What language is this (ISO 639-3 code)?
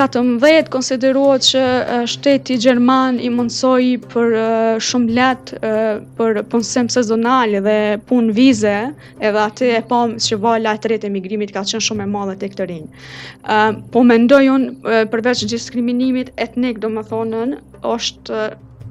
sqi